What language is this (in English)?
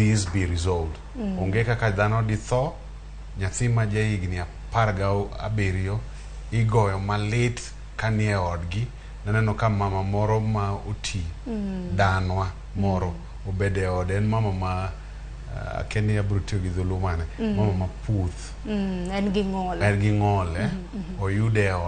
Luo (Kenya and Tanzania)